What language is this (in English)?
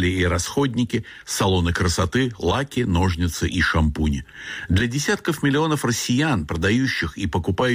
Russian